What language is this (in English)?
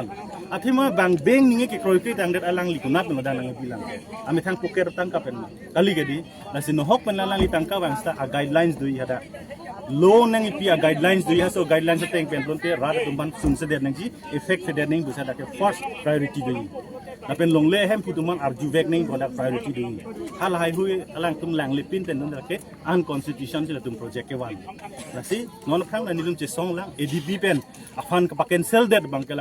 Karbi